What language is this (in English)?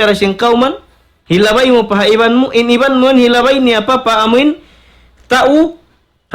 Tausug